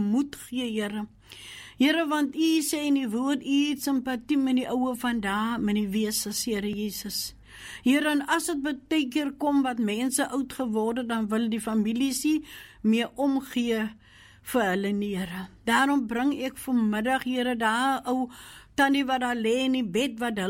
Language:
Afrikaans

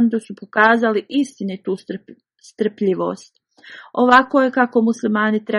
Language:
Bosnian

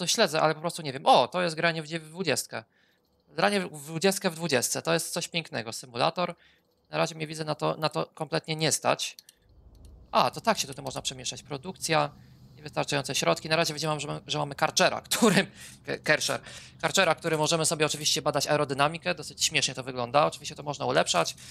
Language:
Polish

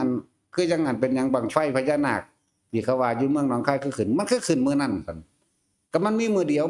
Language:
Northeastern Thai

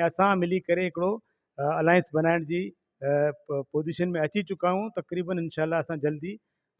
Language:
Sindhi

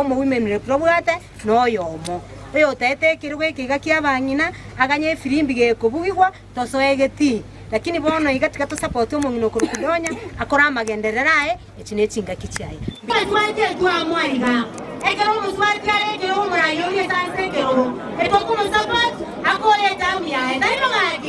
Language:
Gusii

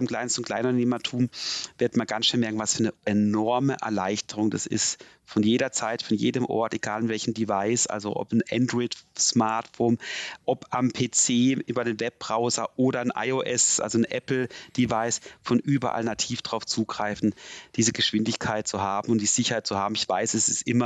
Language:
German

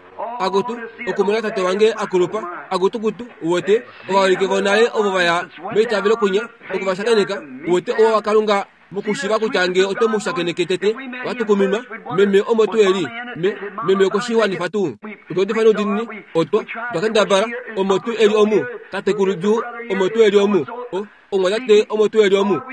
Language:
Kuanyama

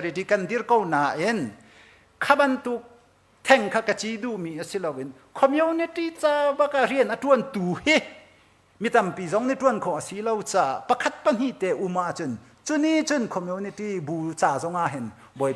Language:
Hakha Chin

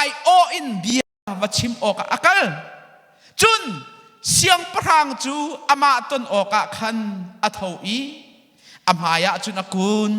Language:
Hakha Chin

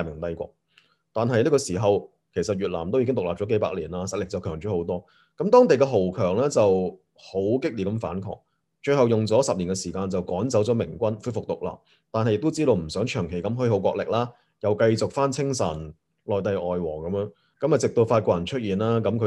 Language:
Cantonese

